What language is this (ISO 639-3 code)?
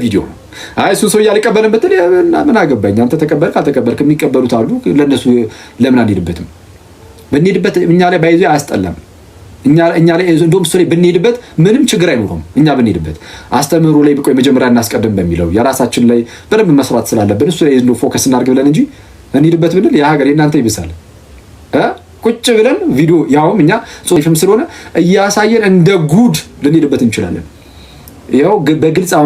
amh